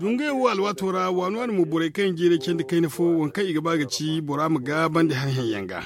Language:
Zarma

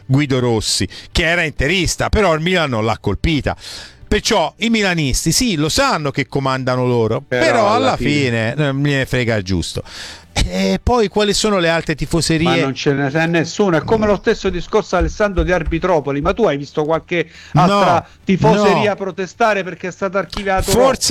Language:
Italian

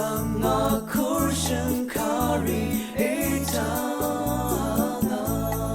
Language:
Rawang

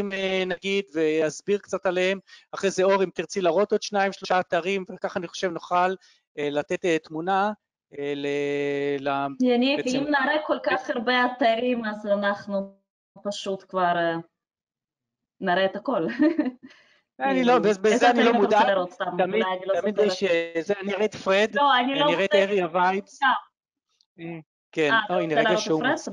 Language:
Hebrew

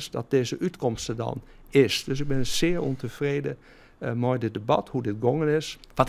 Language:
Western Frisian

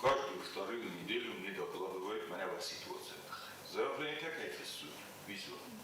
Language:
Ossetic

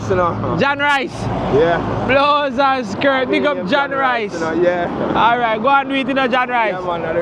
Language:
Jamaican Creole English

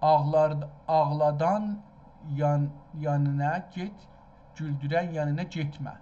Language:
South Azerbaijani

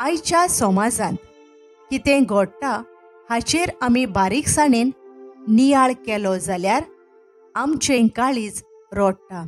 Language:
Konkani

